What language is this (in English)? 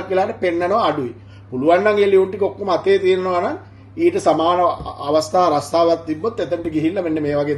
Sinhala